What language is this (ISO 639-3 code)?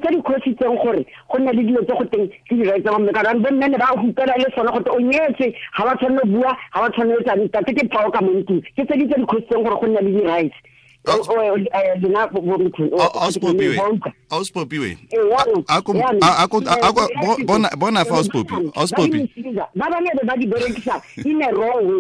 tsn